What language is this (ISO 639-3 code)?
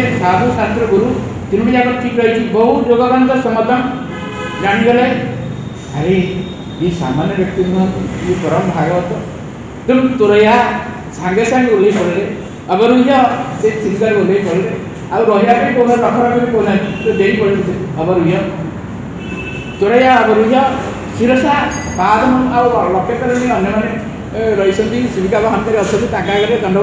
ori